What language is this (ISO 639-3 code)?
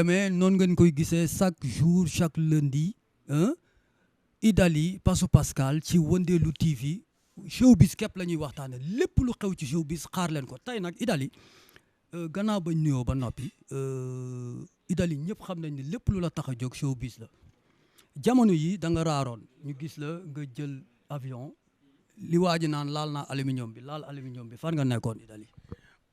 wol